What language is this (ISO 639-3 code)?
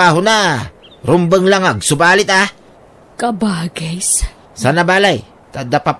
ilo